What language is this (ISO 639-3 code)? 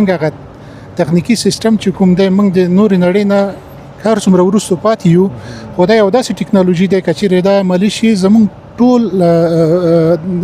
pus